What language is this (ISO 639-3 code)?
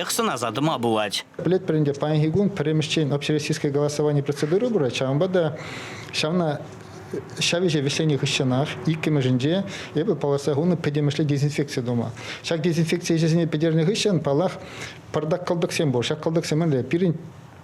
chv